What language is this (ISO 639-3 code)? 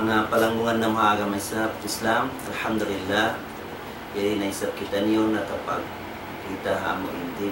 tsg